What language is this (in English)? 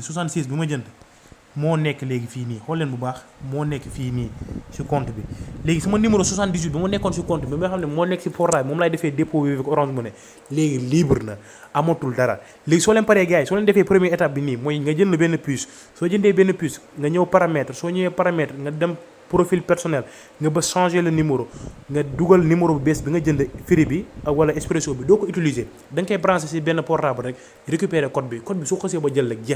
Wolof